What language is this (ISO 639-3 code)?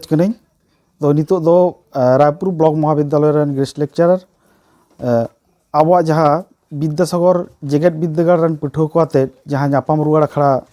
sat